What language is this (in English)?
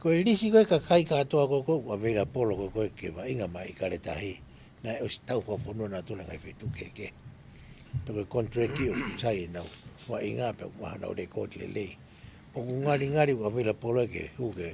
Tongan